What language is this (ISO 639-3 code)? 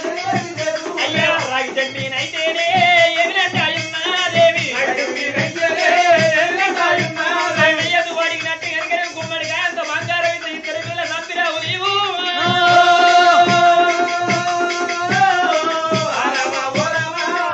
tel